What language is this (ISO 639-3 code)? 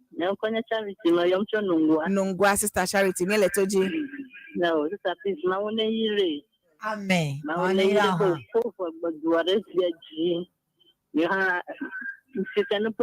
ewe